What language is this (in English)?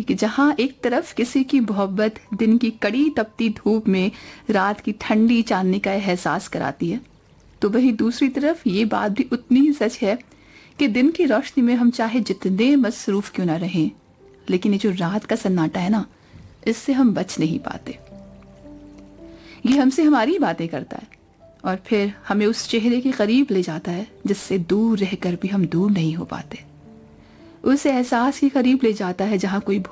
Urdu